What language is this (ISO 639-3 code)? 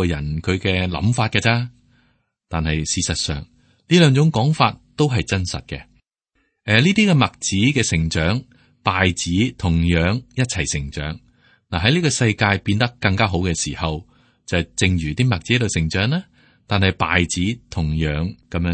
yue